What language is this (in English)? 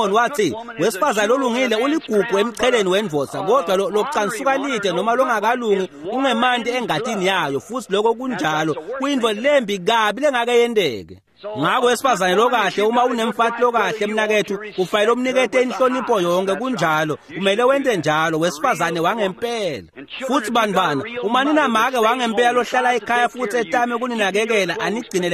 Swati